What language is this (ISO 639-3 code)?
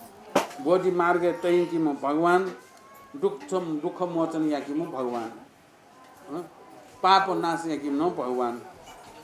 new